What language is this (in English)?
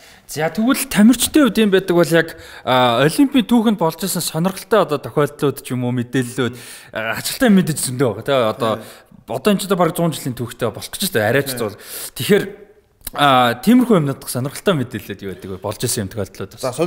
Mongolian